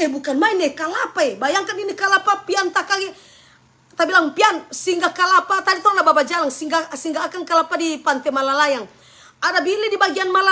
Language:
Manado Malay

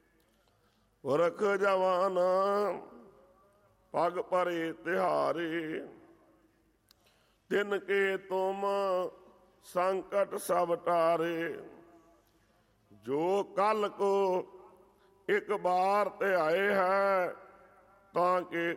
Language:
Punjabi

